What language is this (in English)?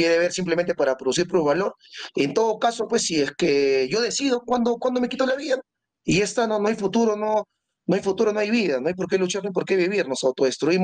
Spanish